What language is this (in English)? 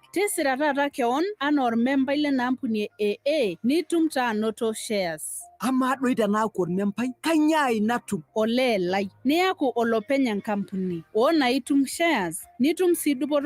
Masai